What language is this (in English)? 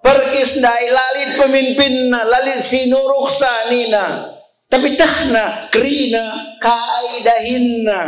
Batak Karo